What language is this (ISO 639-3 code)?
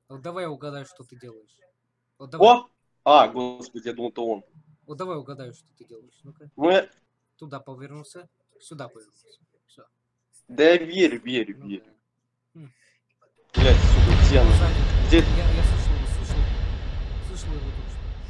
rus